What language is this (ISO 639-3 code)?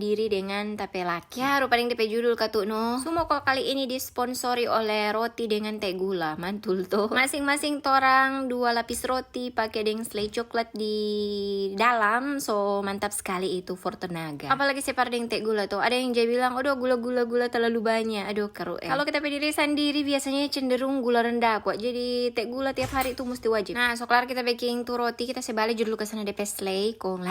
xmm